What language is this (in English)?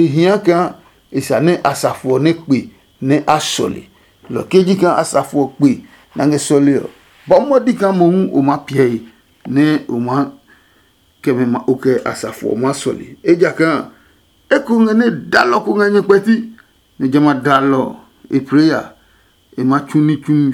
Adangme